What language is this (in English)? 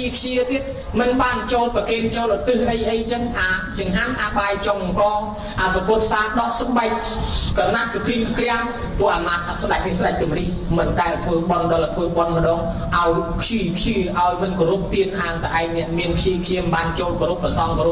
Khmer